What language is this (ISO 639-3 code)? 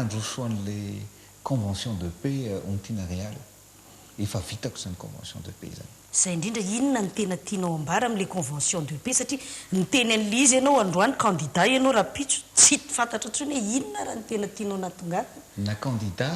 mlg